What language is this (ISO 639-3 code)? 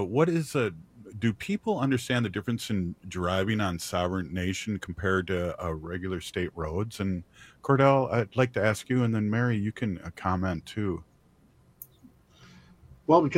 eng